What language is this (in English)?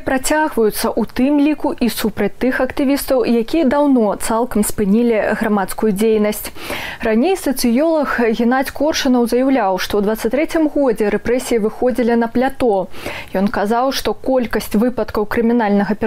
Belarusian